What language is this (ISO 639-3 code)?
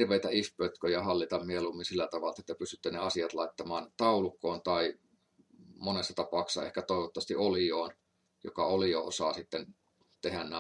fin